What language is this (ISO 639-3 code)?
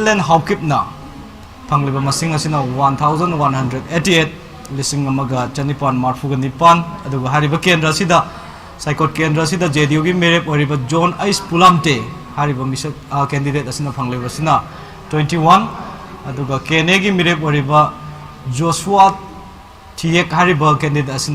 mni